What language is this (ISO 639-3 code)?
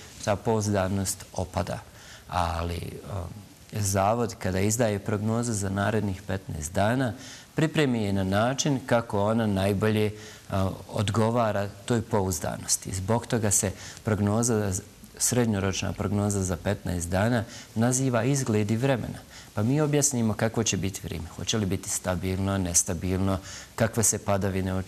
bos